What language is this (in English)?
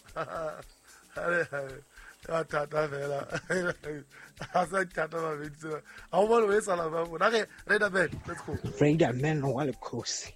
Southern Sotho